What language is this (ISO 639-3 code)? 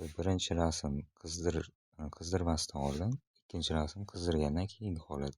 uzb